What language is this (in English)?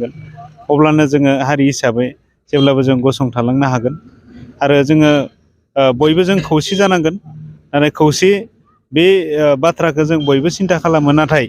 Bodo